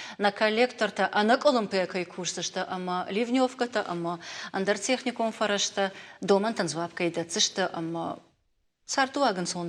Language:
Ossetic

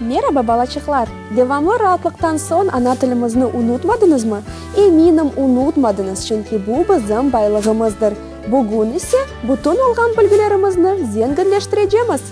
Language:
Crimean Tatar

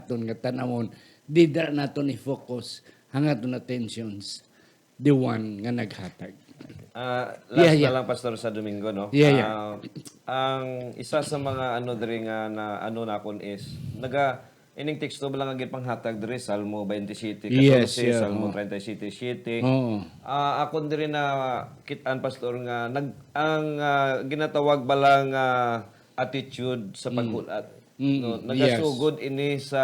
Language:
Hiligaynon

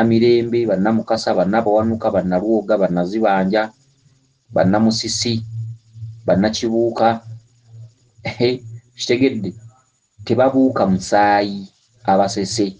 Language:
Ganda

